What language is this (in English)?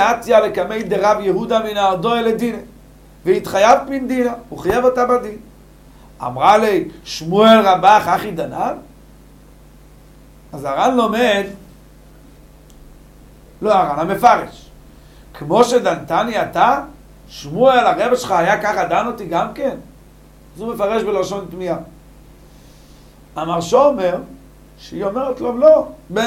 Hebrew